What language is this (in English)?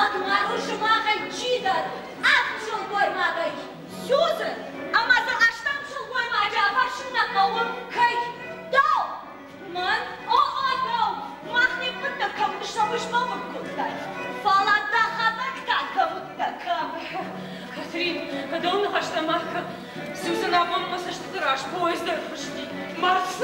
Ossetic